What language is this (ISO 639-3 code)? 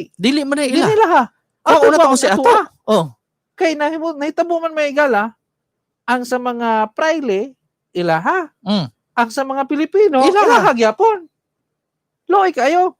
ceb